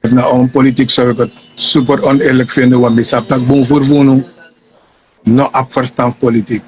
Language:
Sranan Tongo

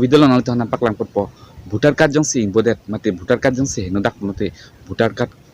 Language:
Karbi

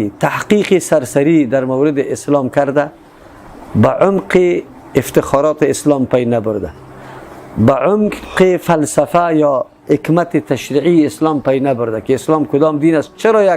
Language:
Persian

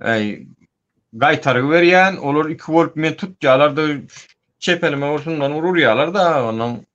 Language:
Turkmen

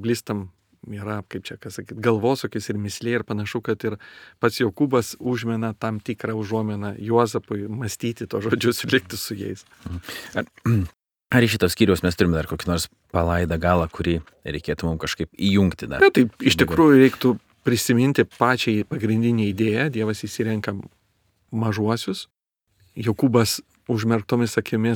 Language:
Lithuanian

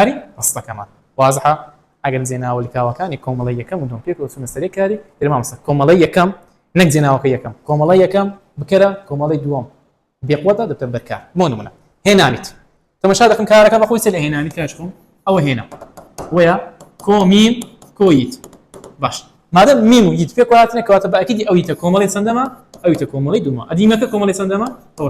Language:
Central Kurdish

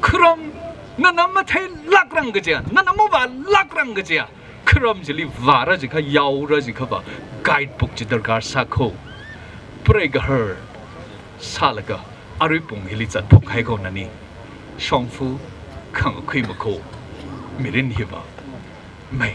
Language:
Tangkhul Naga (India)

